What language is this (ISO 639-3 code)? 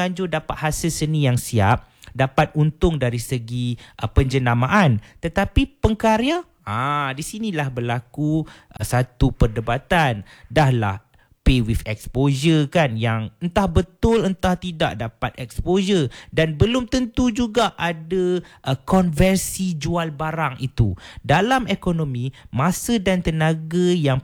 msa